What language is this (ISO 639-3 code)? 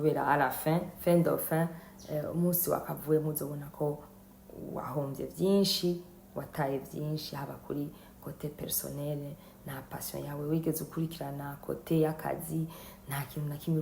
run